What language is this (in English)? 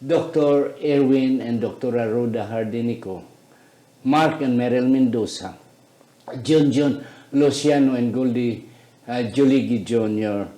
Hiligaynon